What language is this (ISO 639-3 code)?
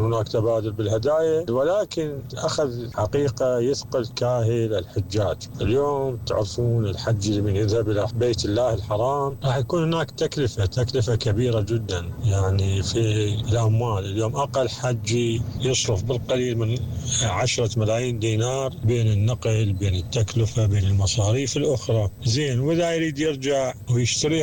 acm